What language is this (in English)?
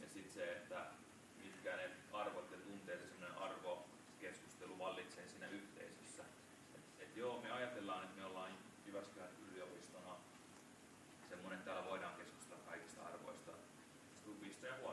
Finnish